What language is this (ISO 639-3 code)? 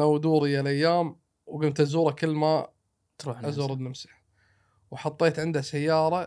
afb